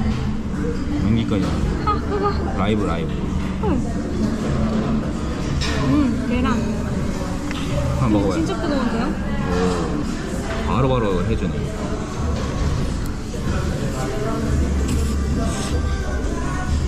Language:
Korean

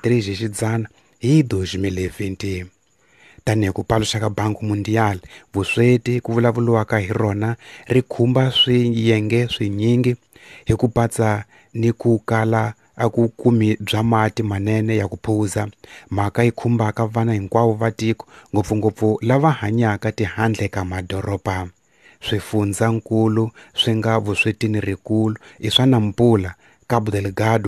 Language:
Tsonga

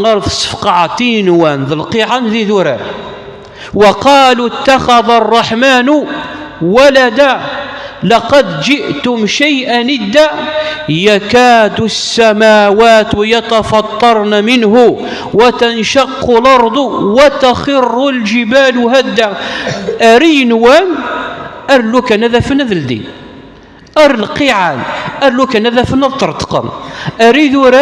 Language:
Kabyle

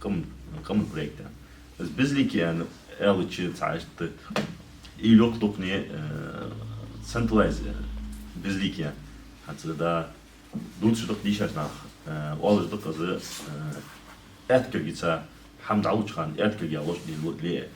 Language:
Ingush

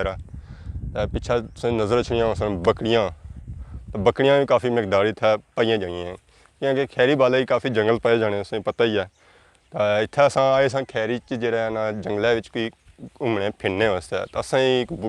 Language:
Pahari-Potwari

